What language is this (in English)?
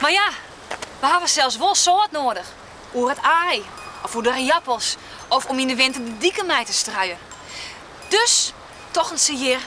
Western Frisian